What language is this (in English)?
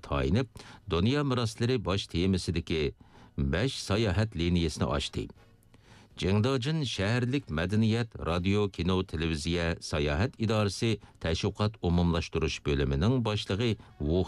Uyghur